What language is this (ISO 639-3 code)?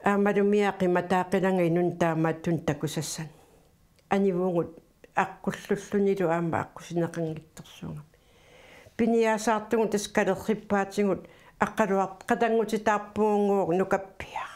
kal